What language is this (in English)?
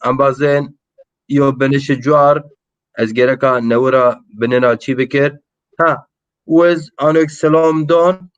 Zaza